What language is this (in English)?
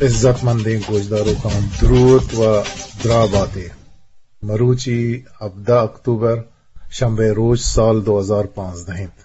Eastern Balochi